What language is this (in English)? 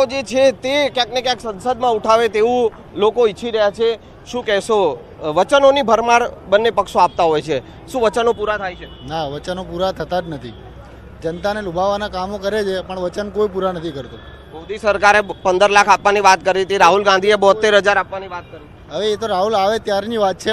Gujarati